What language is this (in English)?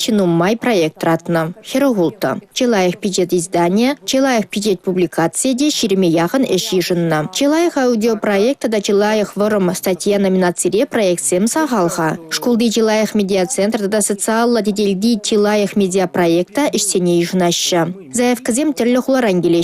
Chuvash